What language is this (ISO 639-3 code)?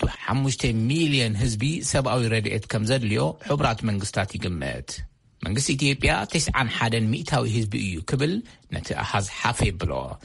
tir